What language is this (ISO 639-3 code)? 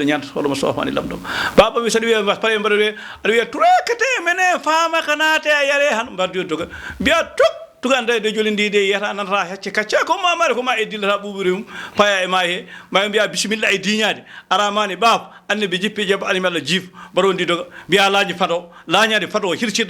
ful